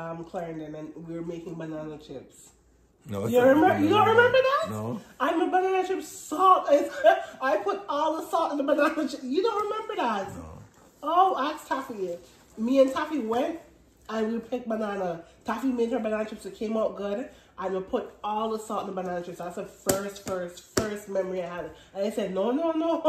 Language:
Jamaican Creole English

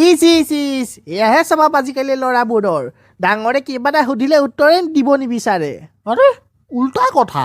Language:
Assamese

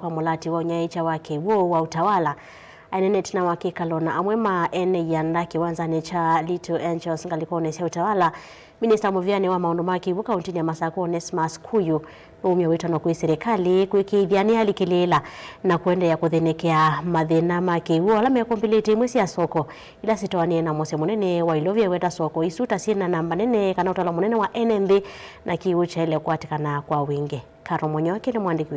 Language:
Kamba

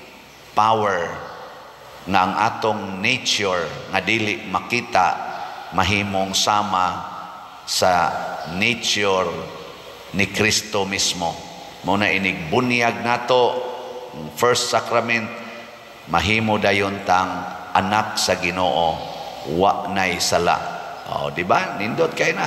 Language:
Cebuano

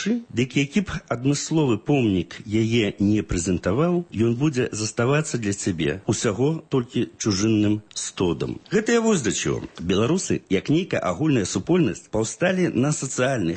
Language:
Belarusian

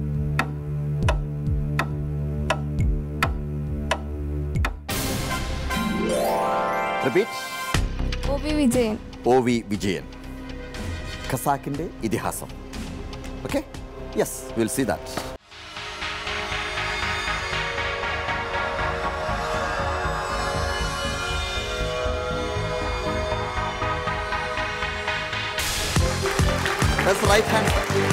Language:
Malayalam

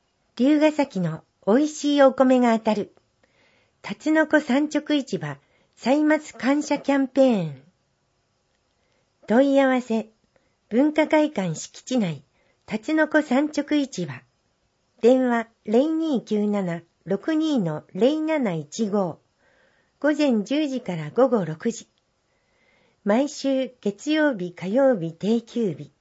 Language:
Japanese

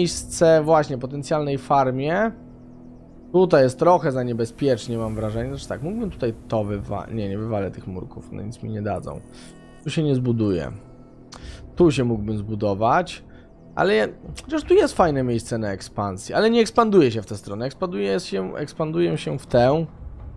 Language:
Polish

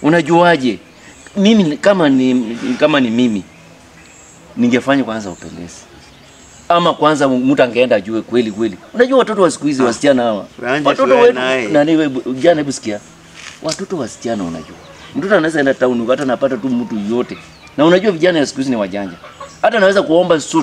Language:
Swahili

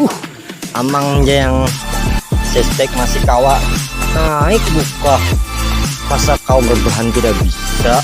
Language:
Banjar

